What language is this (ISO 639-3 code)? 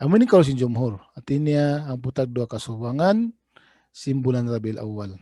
tsg